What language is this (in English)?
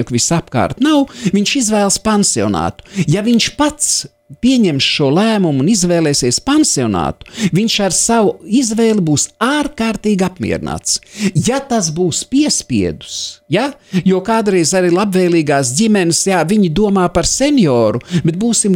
Latvian